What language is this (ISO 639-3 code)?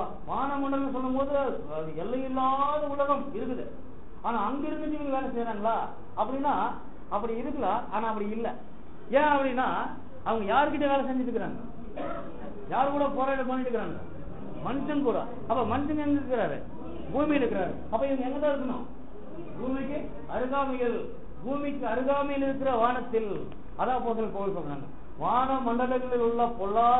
tam